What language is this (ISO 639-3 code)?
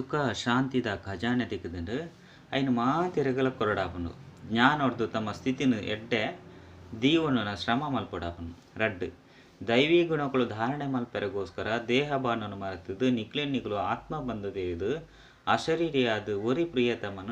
tcy